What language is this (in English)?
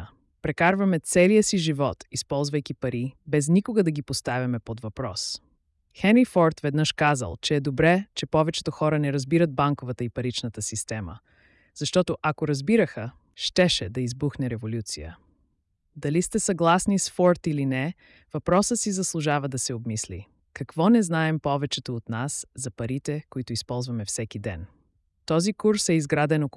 Bulgarian